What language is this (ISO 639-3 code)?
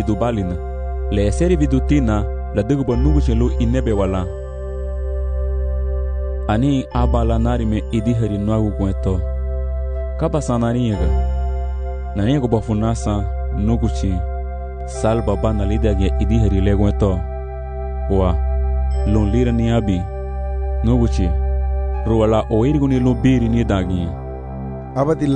cab